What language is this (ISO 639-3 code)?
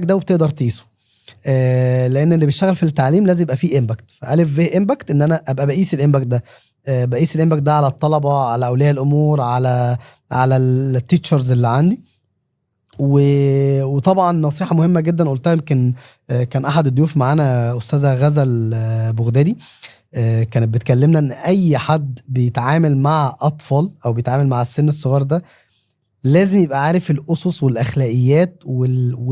arz